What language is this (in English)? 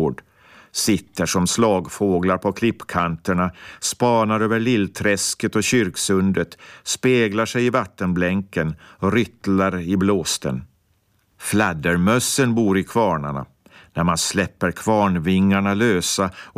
Swedish